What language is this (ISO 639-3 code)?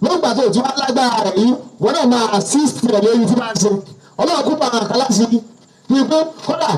yor